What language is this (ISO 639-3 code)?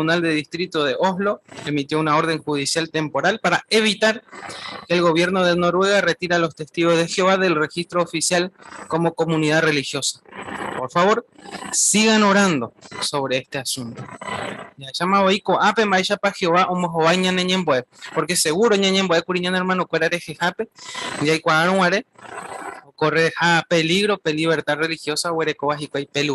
grn